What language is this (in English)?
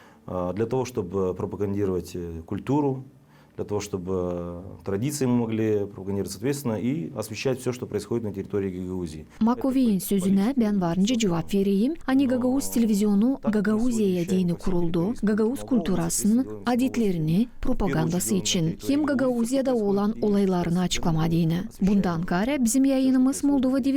Gagauz